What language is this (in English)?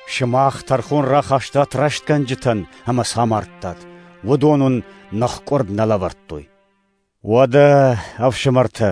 Ossetic